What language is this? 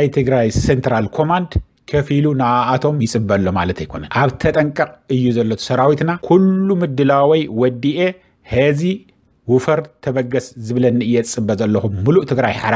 Tigrinya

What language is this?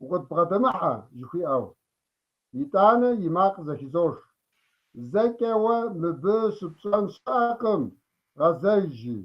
Kabardian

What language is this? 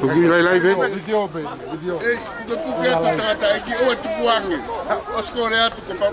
Tongan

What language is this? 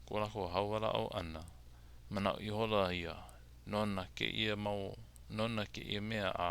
Hawaiian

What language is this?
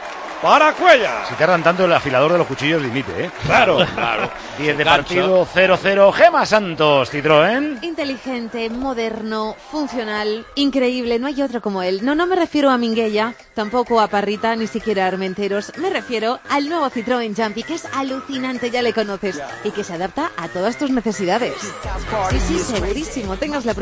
Spanish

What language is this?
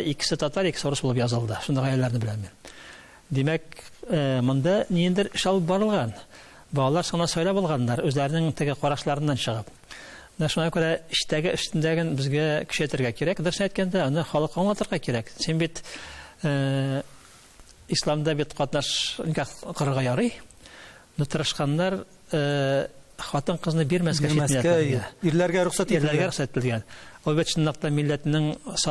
Tatar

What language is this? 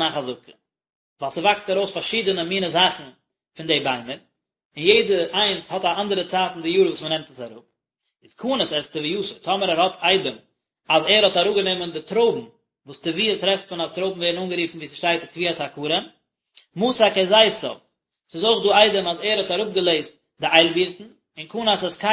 Yiddish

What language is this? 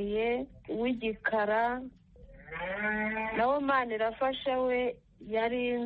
Kinyarwanda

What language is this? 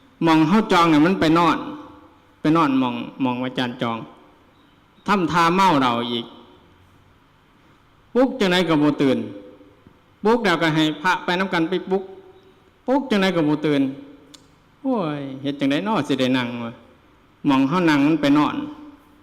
Lao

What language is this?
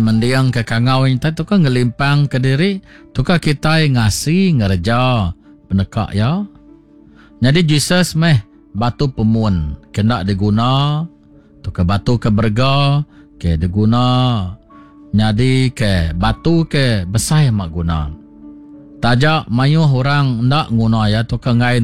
Iban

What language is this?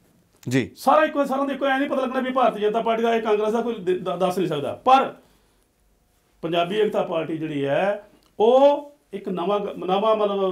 Punjabi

